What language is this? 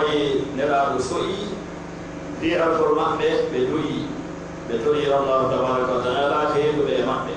Pular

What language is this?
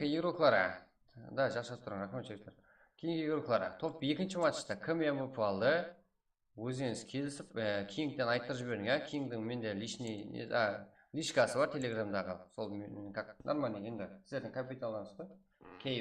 Kara-Kalpak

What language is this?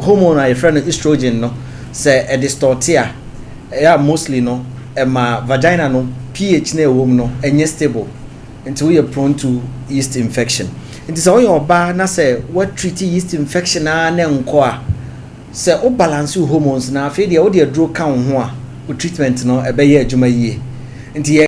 Akan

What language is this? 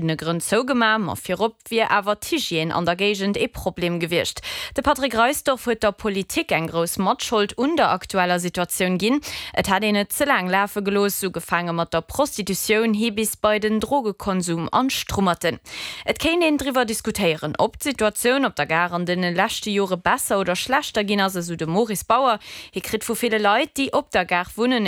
Luxembourgish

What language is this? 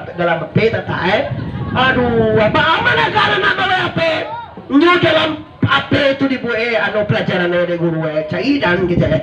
Minangkabau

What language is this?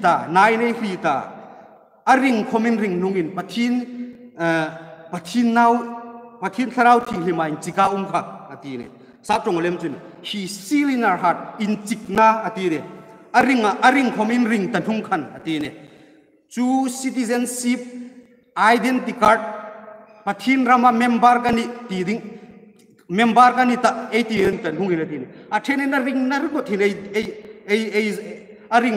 Hmar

